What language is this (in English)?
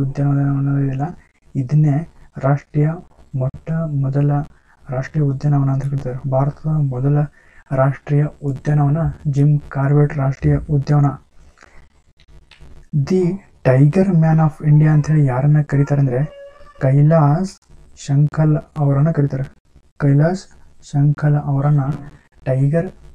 Kannada